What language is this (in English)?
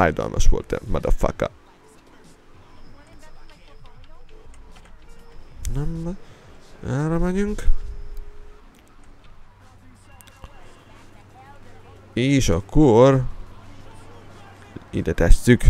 Hungarian